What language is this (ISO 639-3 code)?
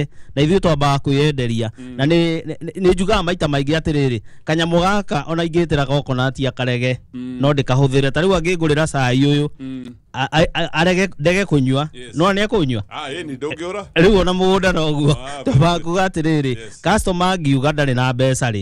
kik